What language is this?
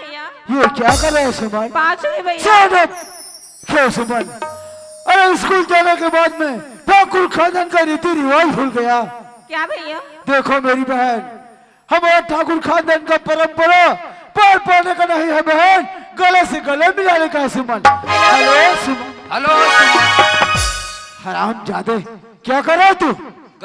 Chhattisgarhi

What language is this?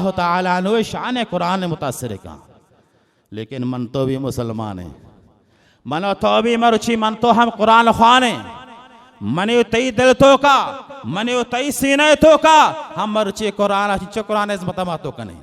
Baluchi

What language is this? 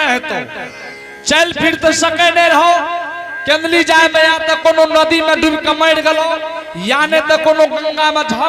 Angika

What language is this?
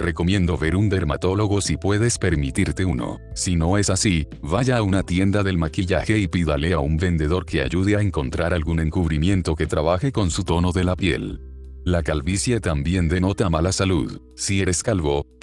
Spanish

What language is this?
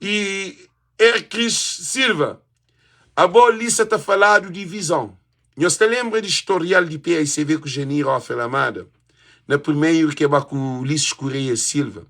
Kabuverdianu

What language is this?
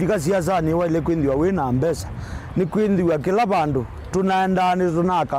Kamba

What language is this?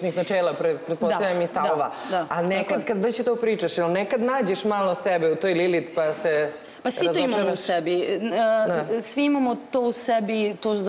Serbian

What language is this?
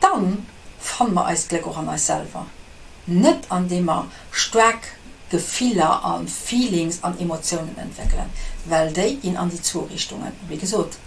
Luxembourgish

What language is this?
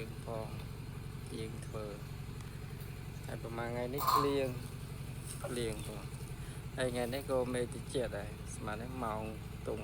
Khmer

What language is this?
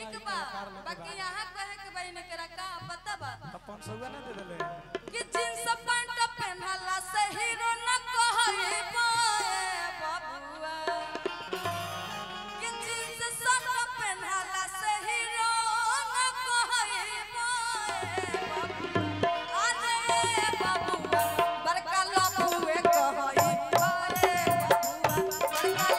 Bhojpuri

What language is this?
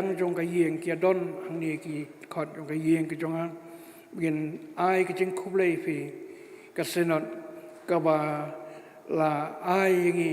Khasi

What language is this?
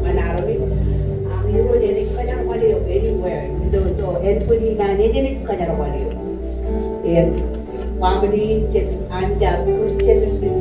Marshallese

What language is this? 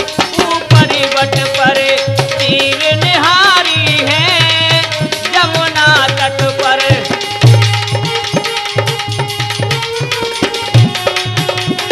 Hindi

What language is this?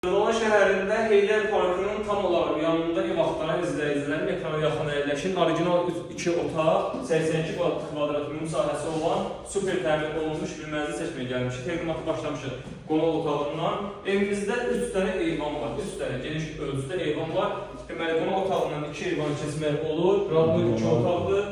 Azerbaijani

